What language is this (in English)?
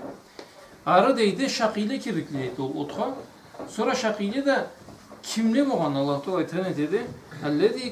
Karachay-Balkar